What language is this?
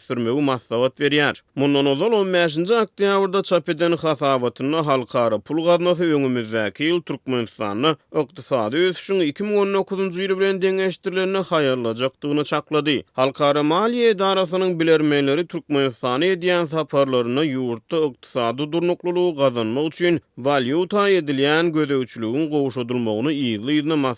Turkmen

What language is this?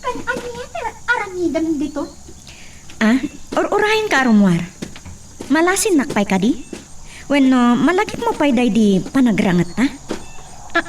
Iloko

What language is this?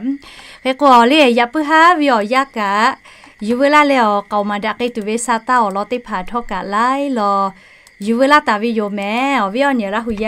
Lahu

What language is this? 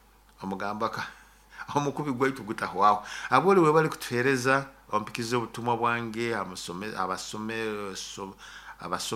Nyoro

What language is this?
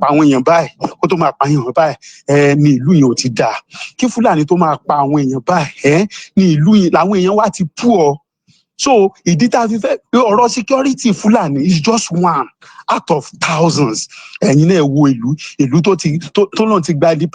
Yoruba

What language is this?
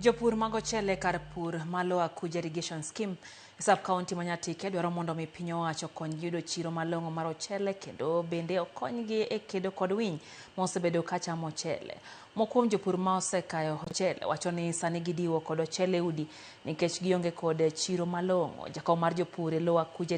Luo (Kenya and Tanzania)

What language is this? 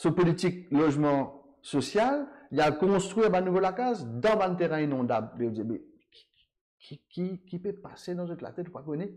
Morisyen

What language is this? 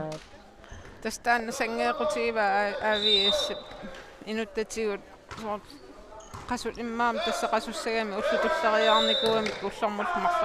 Kalaallisut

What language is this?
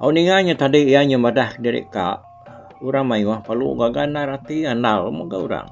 Iban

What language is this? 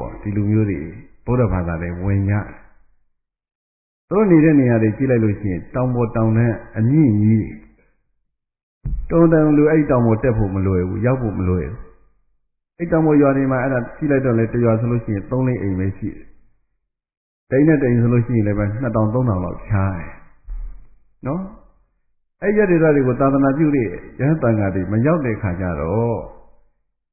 Burmese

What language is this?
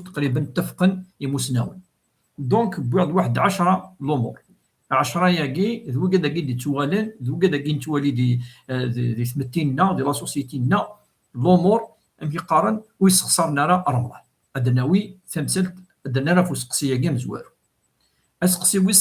Kabyle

